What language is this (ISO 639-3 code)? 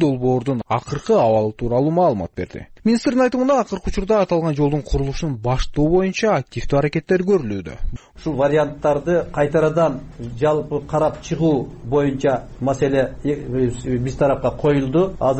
kir